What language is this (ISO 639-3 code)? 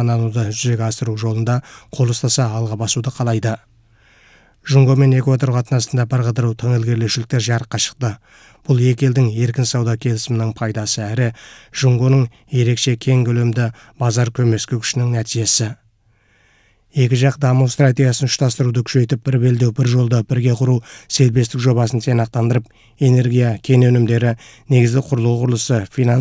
kaz